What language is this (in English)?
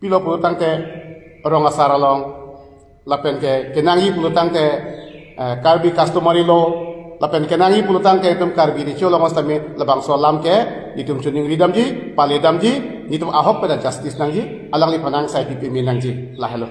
Karbi